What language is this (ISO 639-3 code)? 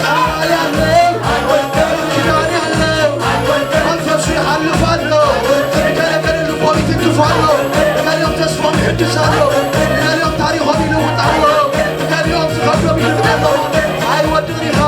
tir